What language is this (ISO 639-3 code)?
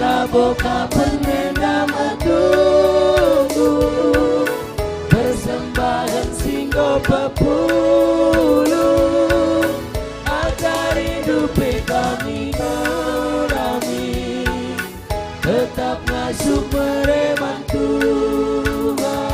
btx